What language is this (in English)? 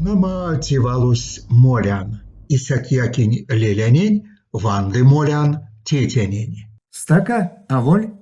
Erzya